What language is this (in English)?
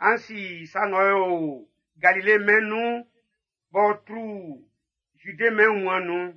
Baoulé